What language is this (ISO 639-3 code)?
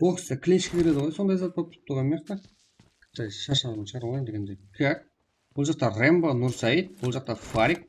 kaa